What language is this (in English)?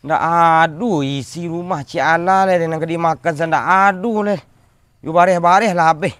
Minangkabau